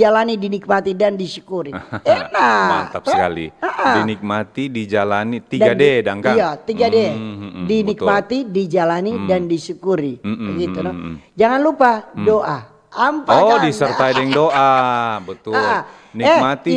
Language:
Manado Malay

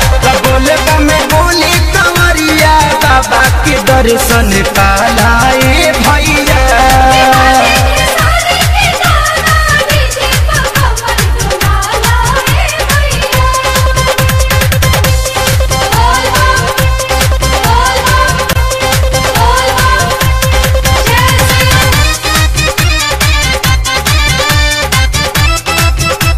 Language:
Bhojpuri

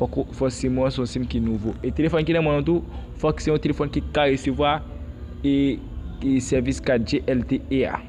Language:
Haitian Creole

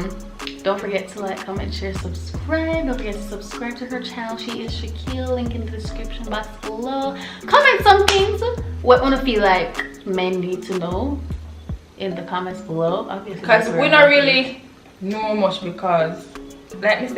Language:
Jamaican Creole English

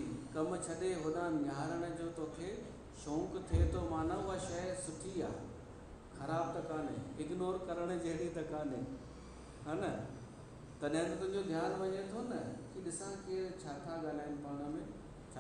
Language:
Sindhi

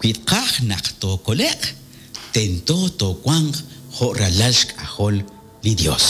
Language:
Kekchí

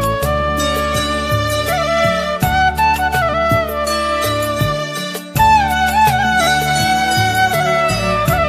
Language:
Malayalam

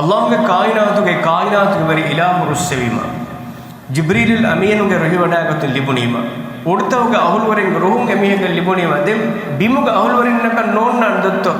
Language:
Divehi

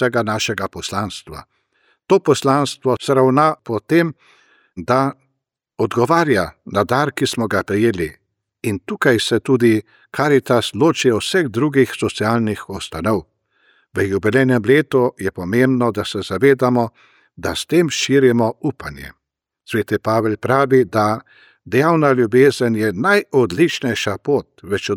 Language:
Slovenian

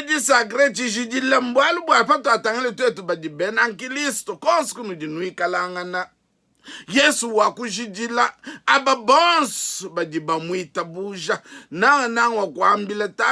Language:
Luba-Lulua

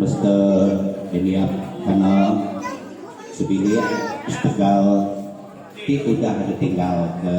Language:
Iban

